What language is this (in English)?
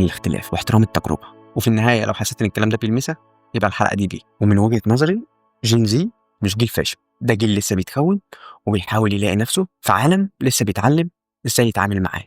Egyptian Arabic